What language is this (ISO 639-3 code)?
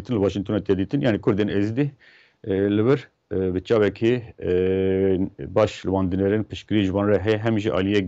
kur